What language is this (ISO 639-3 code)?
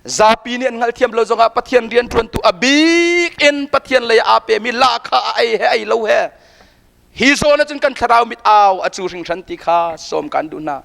cnh